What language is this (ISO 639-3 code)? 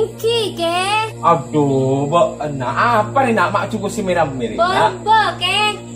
mad